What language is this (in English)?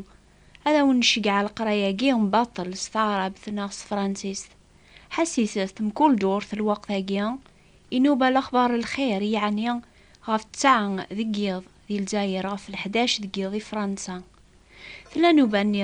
Kabyle